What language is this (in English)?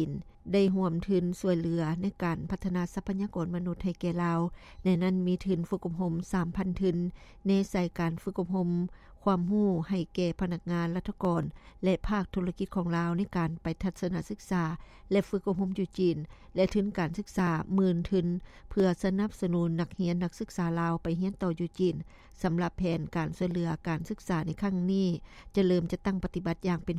Lao